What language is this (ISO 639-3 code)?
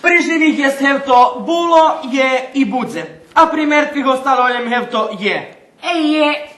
rue